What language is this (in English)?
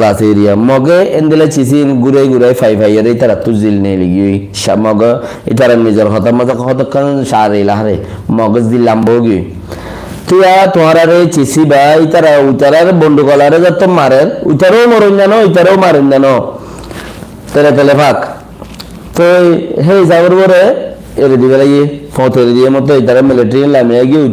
Rohingya